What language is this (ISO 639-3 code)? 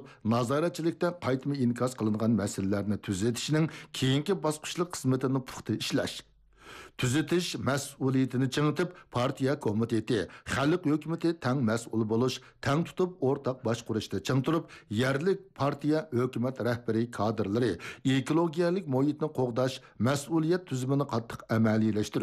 uig